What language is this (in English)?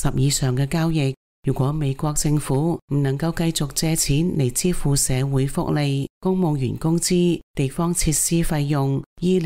Cantonese